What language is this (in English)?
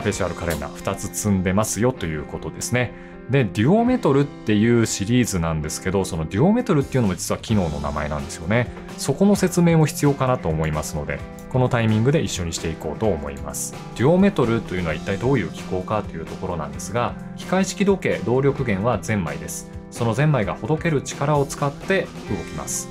Japanese